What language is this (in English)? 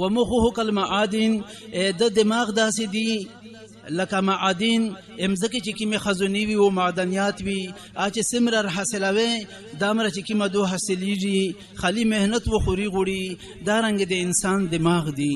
Pashto